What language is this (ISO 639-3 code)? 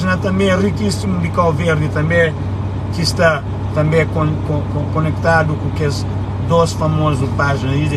kea